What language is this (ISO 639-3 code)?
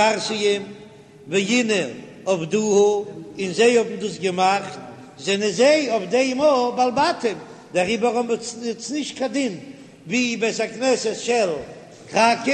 yid